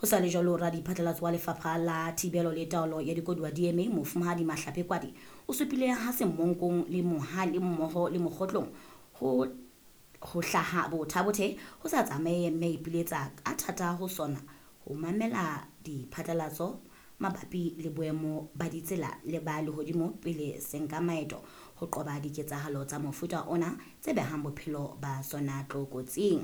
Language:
Southern Sotho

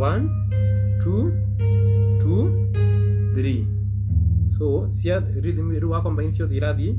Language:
Kikuyu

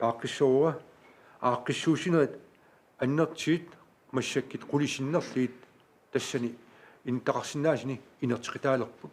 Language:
Kalaallisut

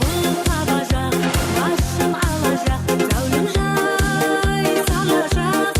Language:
Kara-Kalpak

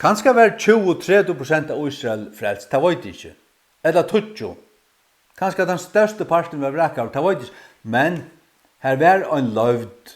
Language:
Faroese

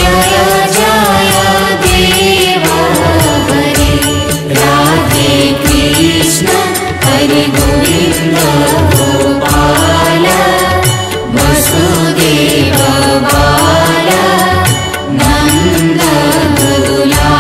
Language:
Odia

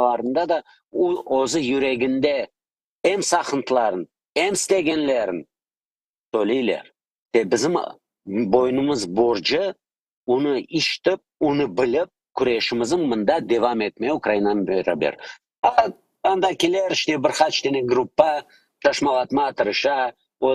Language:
Crimean Tatar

